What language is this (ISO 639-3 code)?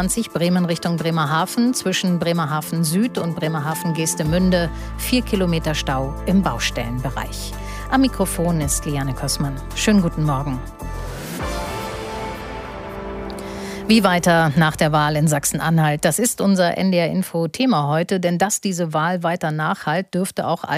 deu